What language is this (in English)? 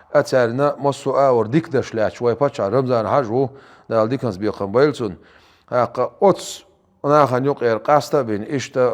Chechen